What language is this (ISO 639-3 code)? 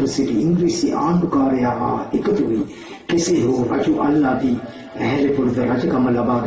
sin